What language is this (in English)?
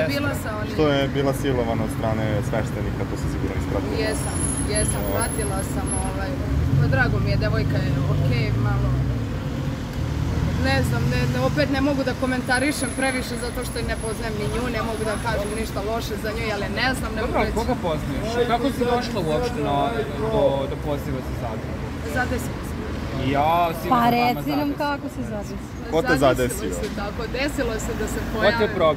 Serbian